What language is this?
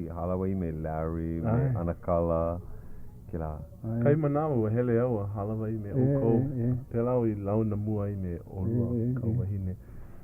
Hawaiian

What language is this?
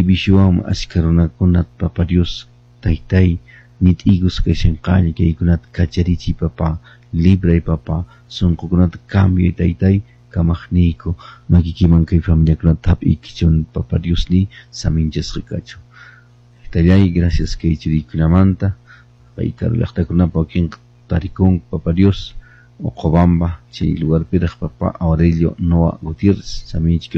Quechua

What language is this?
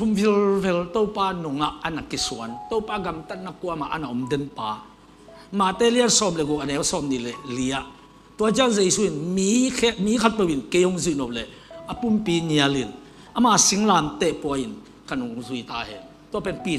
Tedim Chin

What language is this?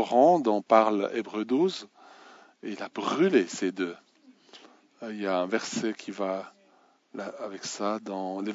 French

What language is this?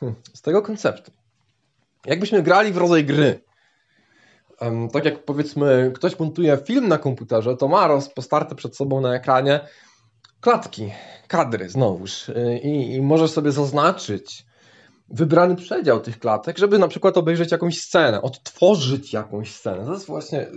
Polish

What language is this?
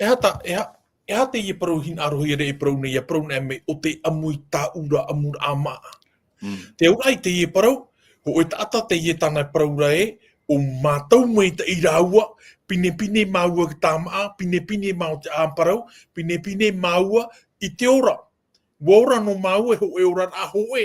Tahitian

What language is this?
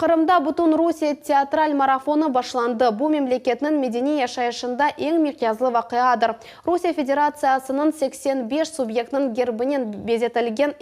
Crimean Tatar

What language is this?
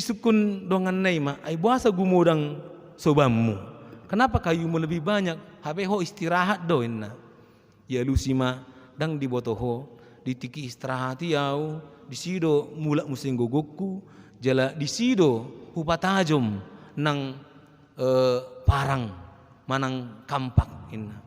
Batak Toba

